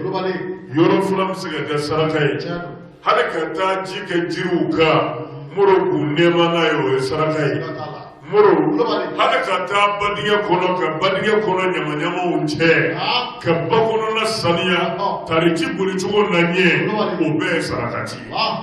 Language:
Bambara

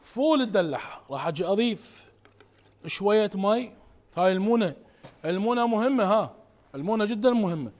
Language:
Mesopotamian Arabic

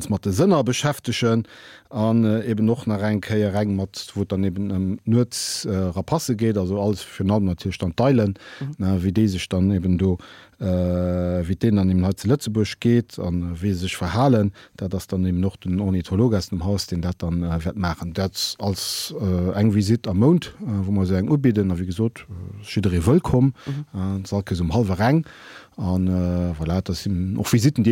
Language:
Luxembourgish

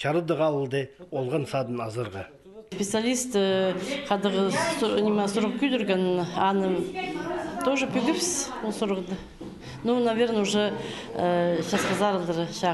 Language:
Khakas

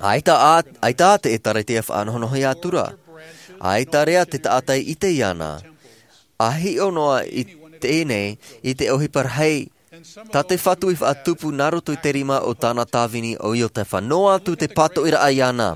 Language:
Tahitian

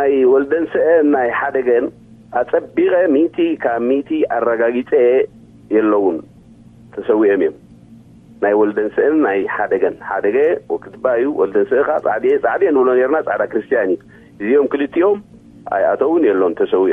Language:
Tigrinya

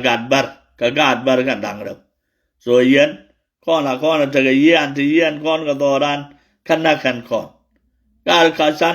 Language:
Nuer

